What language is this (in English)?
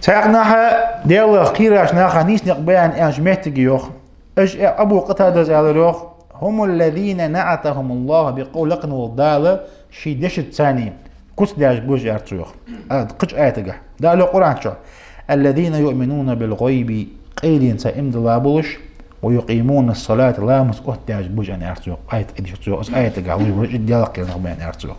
Ingush